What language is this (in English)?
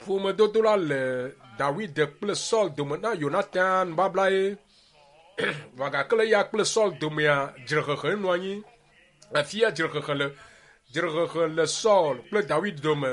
Ewe